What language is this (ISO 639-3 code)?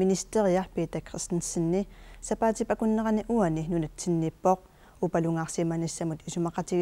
kal